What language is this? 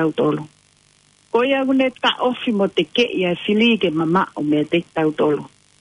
Tongan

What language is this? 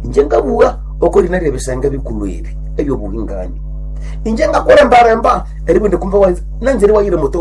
Nande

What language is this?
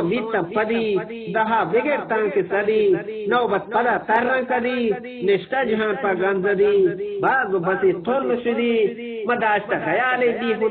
Eastern Balochi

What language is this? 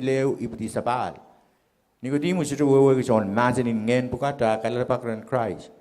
Pohnpeian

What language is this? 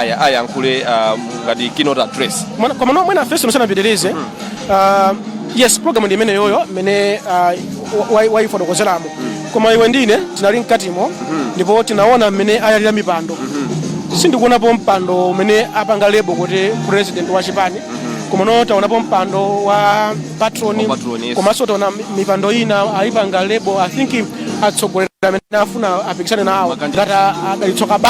Nyanja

